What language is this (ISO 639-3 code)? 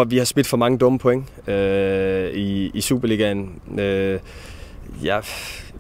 dan